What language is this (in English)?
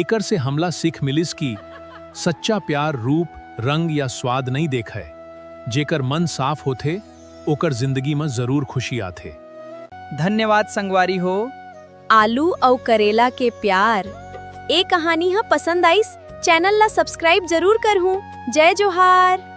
Chhattisgarhi